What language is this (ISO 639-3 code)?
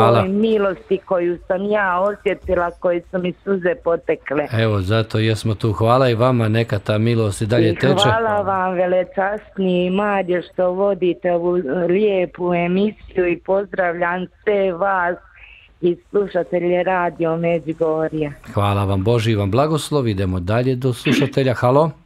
bos